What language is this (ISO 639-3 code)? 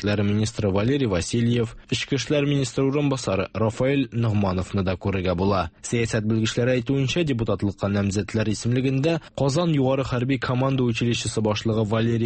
tat